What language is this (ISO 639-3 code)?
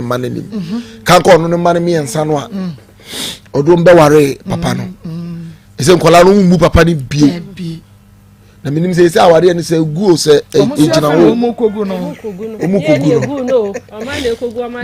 aka